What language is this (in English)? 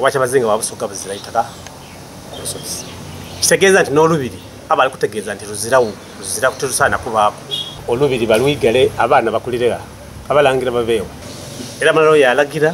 Soga